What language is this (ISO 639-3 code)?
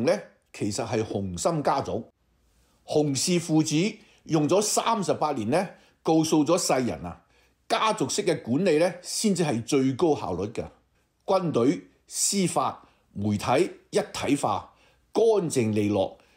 yue